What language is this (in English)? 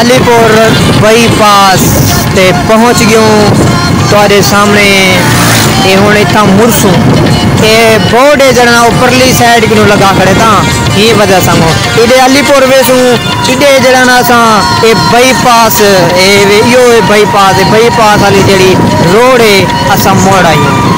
Saraiki